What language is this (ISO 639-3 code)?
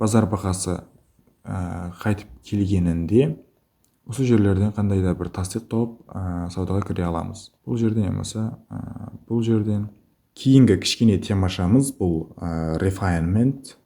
kaa